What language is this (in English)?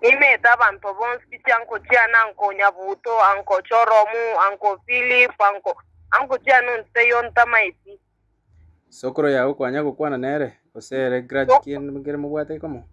Gusii